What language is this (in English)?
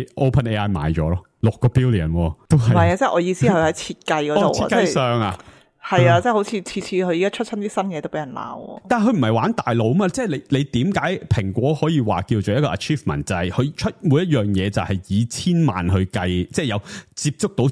Cantonese